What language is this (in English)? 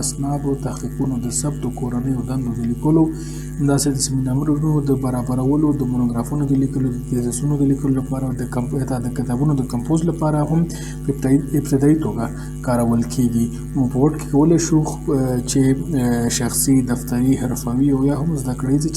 Pashto